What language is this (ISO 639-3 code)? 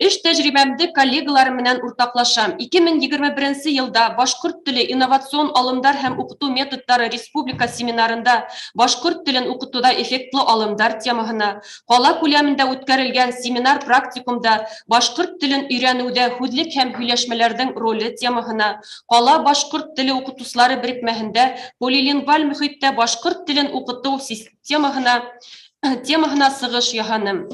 bak